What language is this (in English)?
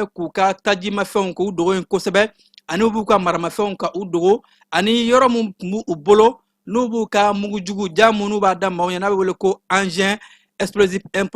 Bambara